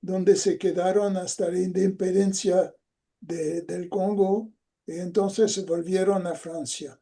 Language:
Ladino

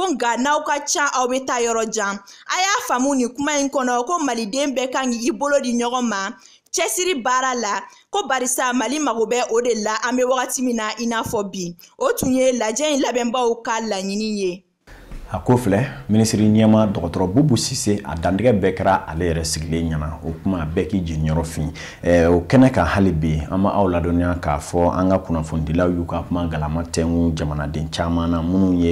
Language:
Bambara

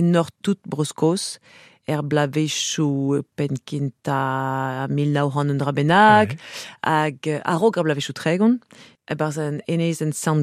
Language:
Breton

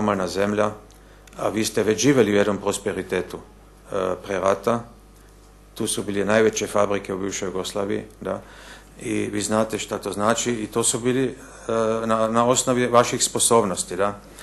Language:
Bosnian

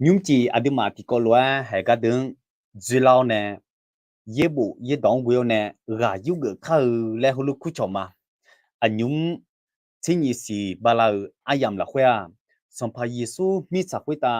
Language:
Akha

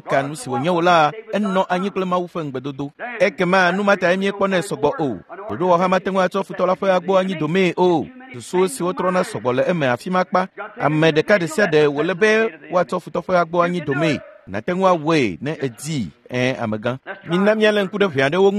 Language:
Ewe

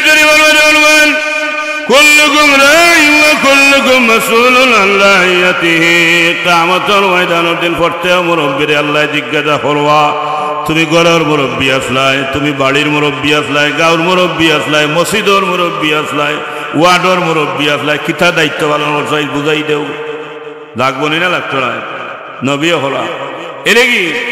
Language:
Sylheti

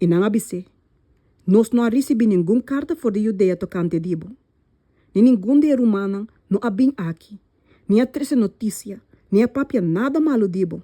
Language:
Papiamento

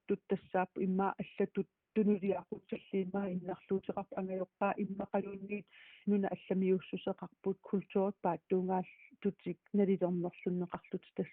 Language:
Kalaallisut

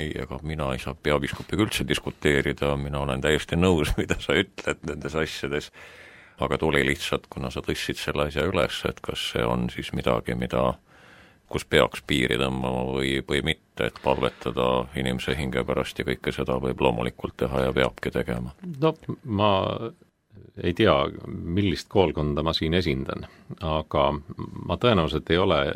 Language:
Estonian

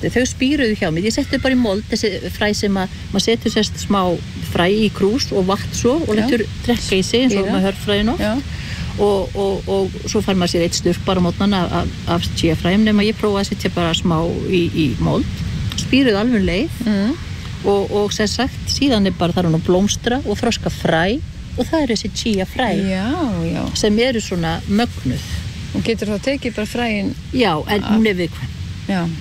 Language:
Icelandic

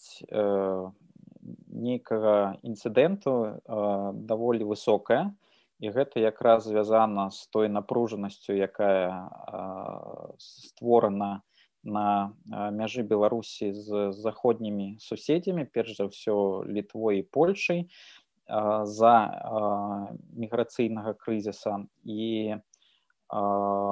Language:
Belarusian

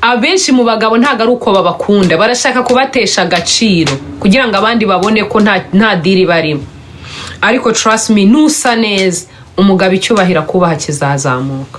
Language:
Kinyarwanda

